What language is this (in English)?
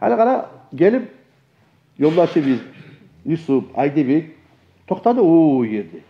Kumyk